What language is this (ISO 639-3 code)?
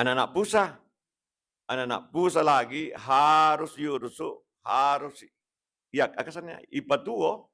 bug